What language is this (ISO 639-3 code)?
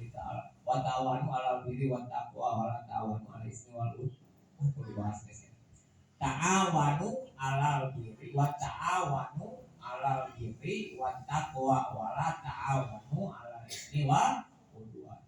sun